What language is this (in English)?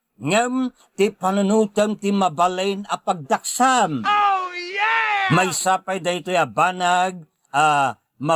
Iloko